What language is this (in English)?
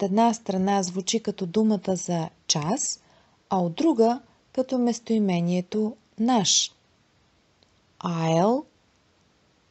Bulgarian